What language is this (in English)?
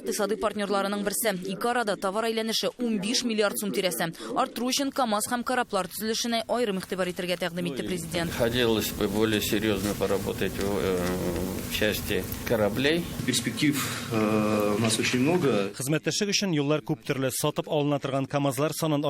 Tatar